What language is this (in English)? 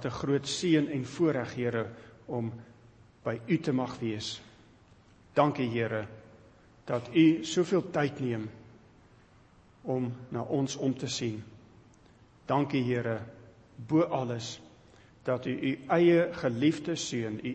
Afrikaans